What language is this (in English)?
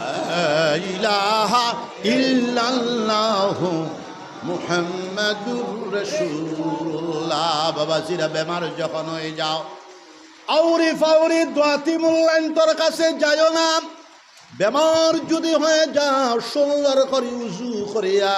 Sylheti